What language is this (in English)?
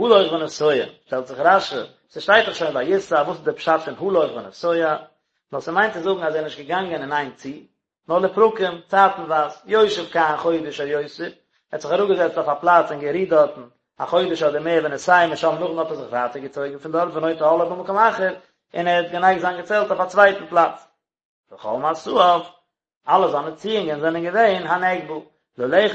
Yiddish